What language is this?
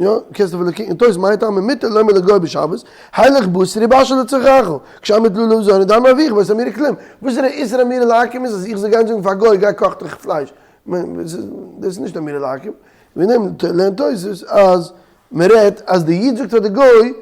Yiddish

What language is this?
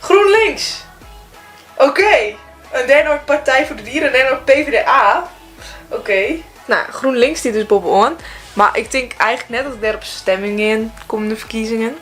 Western Frisian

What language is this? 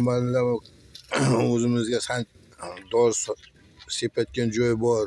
Uzbek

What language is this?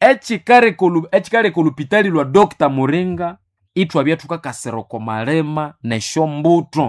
Nande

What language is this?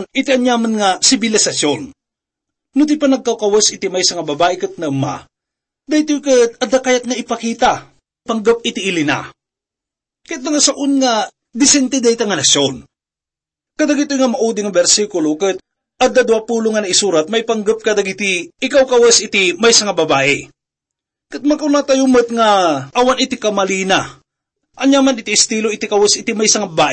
Iloko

